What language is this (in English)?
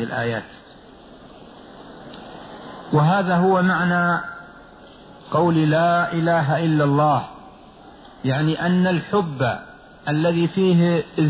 Arabic